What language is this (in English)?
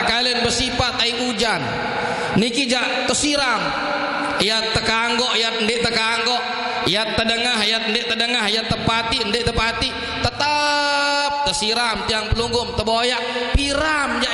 Sasak